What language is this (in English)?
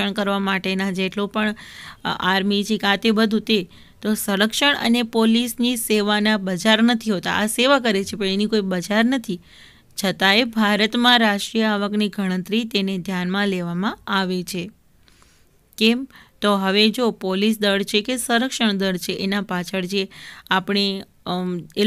Gujarati